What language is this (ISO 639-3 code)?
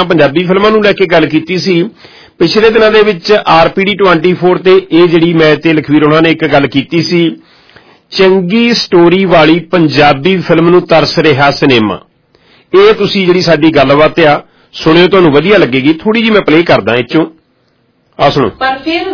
pan